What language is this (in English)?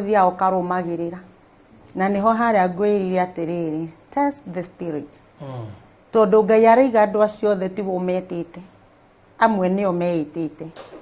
Kikuyu